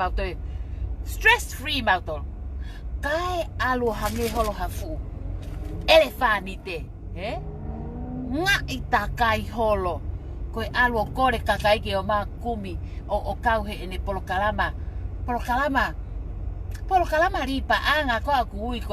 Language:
Tongan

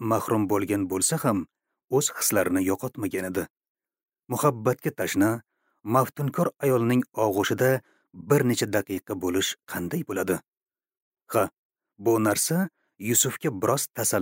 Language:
Uzbek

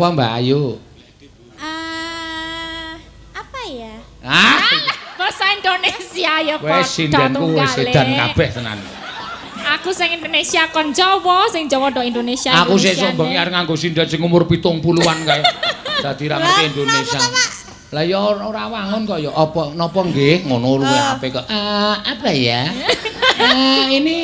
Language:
Javanese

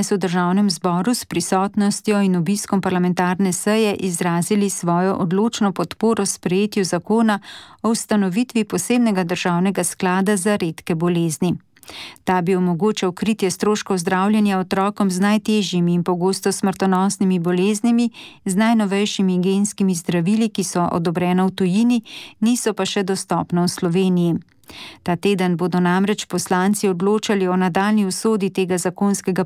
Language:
Slovenian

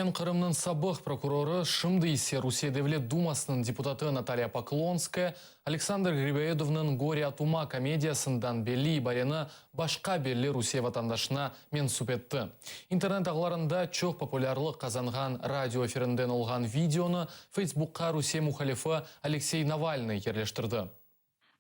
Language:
Crimean Tatar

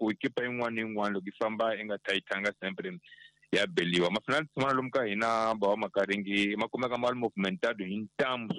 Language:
Tsonga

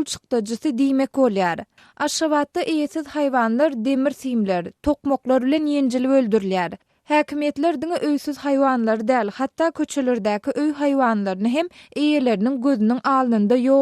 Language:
Turkmen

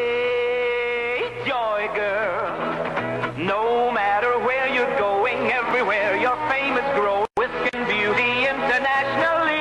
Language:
Nigerian Pidgin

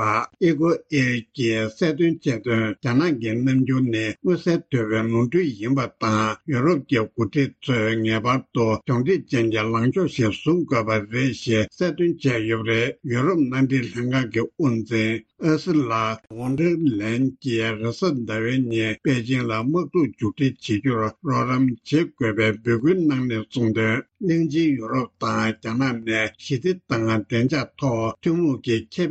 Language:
Tibetan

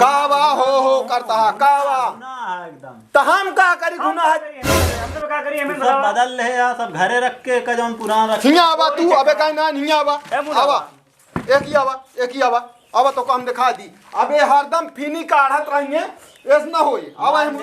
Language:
Awadhi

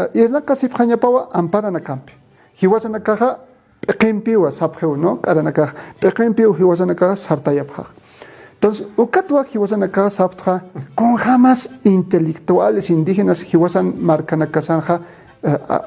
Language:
Aymara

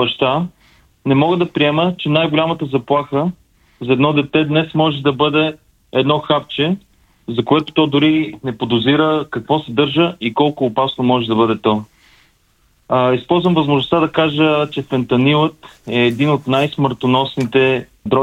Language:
Bulgarian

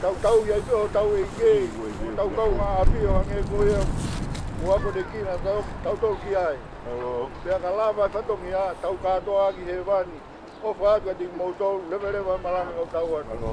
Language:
Tongan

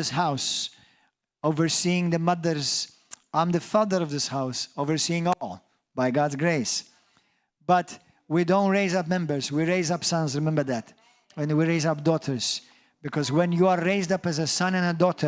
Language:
English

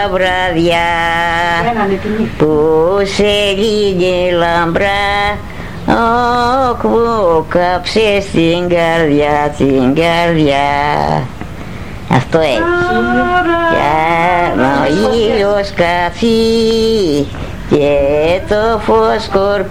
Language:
Greek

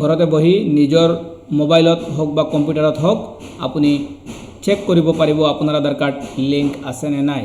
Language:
Assamese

